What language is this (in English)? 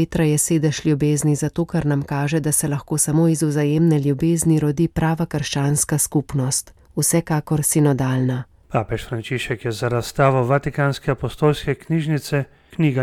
Slovenian